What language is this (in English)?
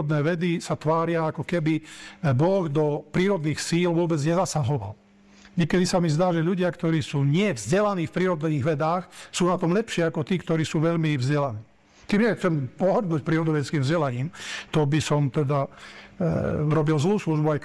Slovak